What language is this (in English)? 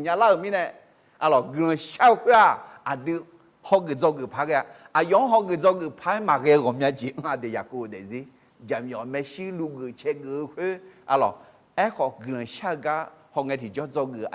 Akha